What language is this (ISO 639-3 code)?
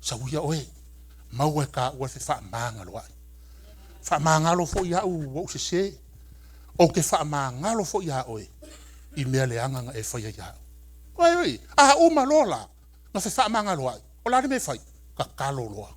smo